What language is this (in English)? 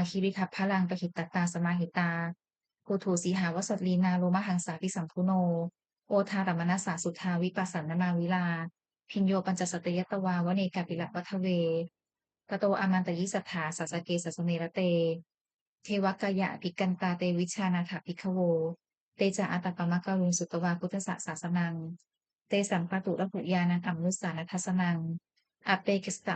Pali